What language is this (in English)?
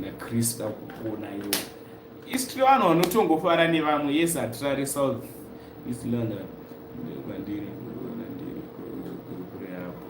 Shona